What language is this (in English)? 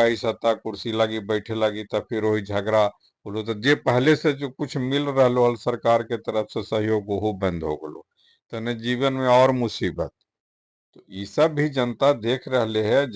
Magahi